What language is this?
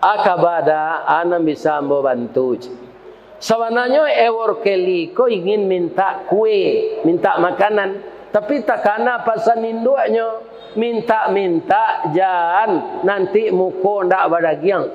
Minangkabau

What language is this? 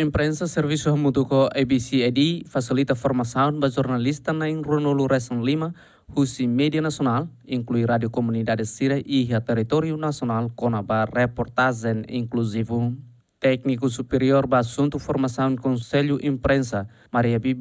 Tetum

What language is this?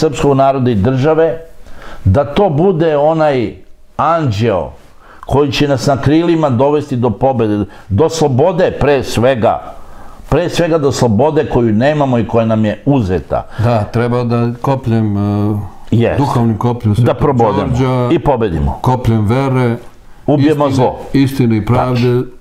Serbian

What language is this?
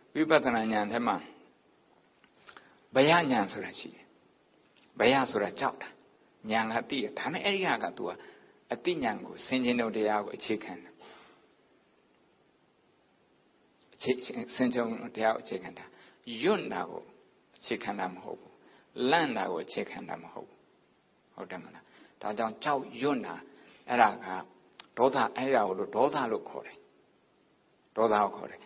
Burmese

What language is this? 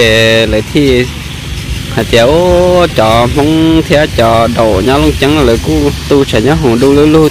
Hmong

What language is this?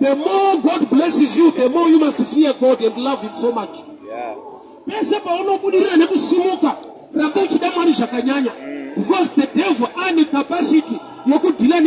Shona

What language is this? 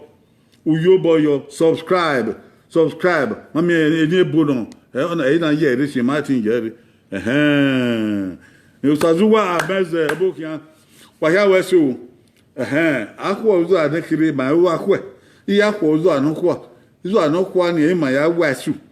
Bini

